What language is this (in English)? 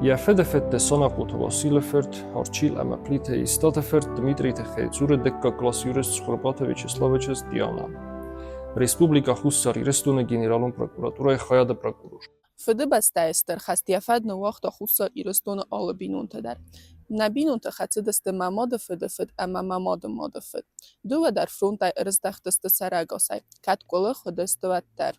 Ossetic